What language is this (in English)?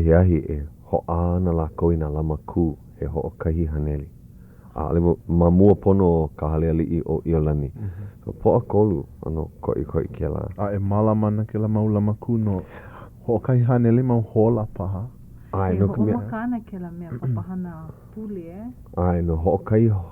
Hawaiian